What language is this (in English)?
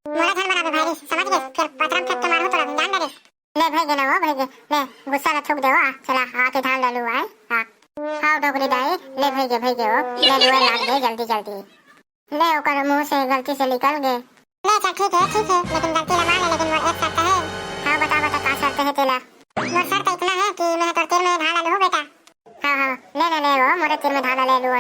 Chhattisgarhi